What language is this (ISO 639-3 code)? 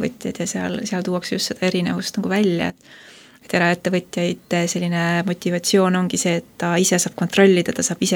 est